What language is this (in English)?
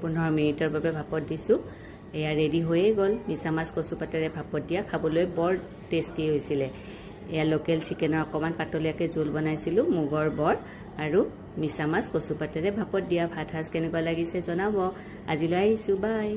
Assamese